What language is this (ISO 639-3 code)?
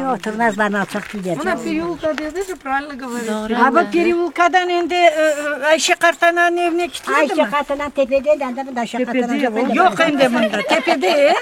crh